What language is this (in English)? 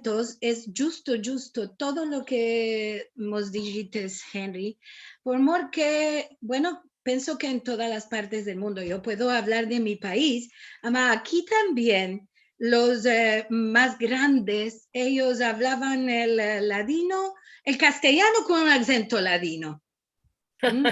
Ladino